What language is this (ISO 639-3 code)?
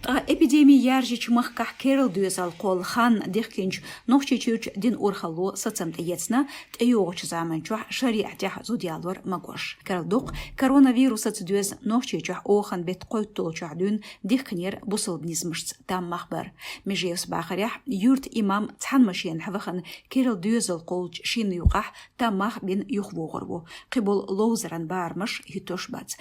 che